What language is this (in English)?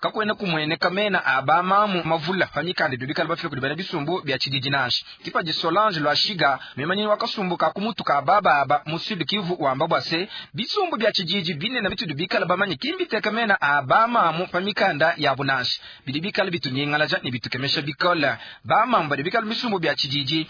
Luba-Lulua